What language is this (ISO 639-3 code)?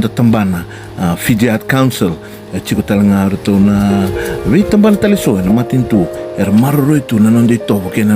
fij